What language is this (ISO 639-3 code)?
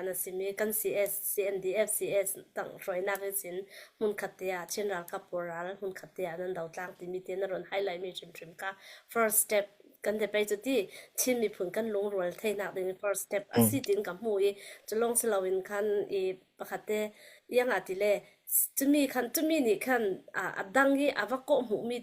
cfm